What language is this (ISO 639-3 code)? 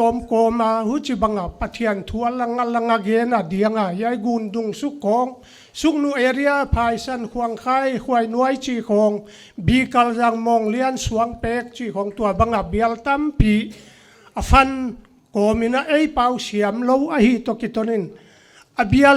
pck